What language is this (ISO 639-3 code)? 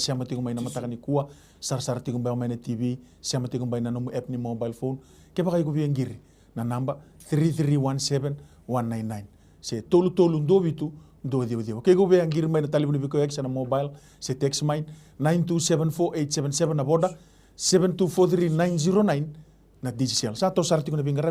fij